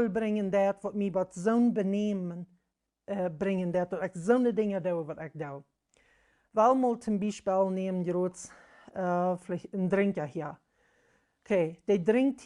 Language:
Plautdietsch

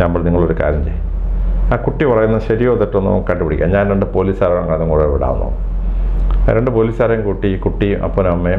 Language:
Malayalam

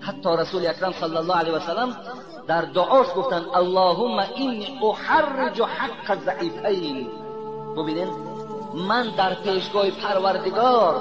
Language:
Tajik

